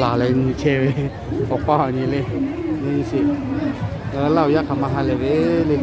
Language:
Lahu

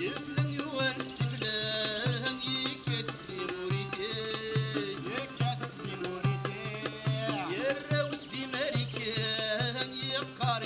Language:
Kabyle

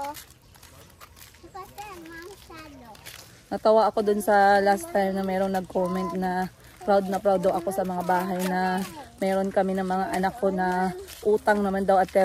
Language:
Filipino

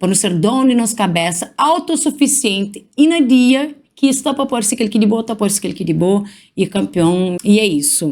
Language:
Kabuverdianu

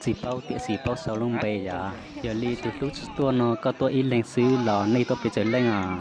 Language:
Hmong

